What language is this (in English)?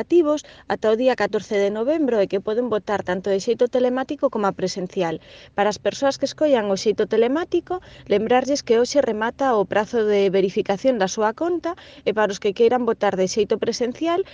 Galician